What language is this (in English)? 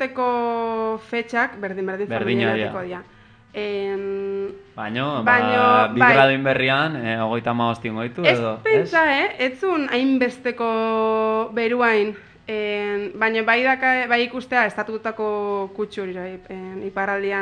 Basque